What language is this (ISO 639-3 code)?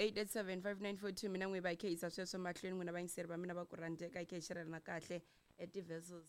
tso